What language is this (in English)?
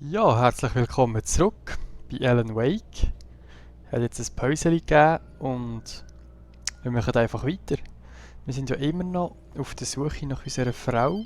Swiss German